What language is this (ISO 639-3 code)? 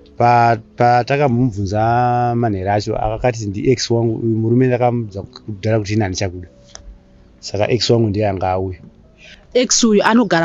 sna